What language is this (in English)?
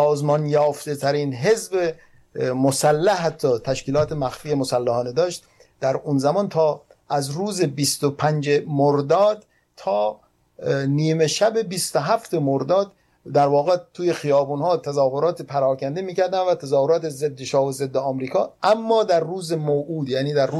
Persian